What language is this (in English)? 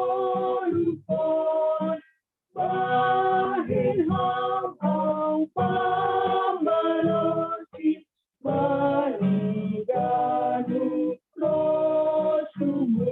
Batak Simalungun